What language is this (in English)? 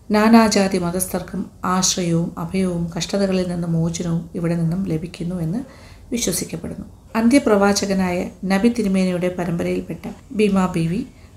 Malayalam